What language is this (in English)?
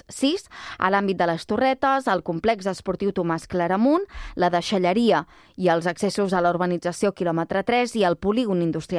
Catalan